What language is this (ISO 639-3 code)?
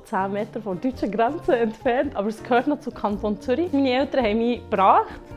gsw